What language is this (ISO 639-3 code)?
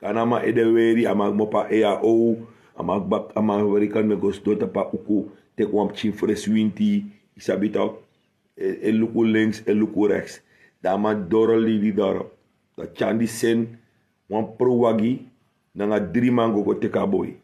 srn